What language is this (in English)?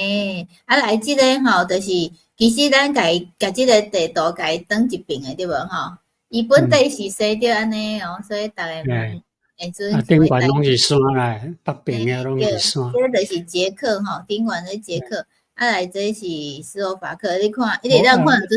Min Nan Chinese